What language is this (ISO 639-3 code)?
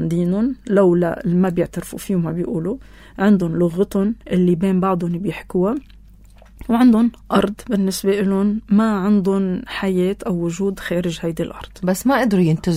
apc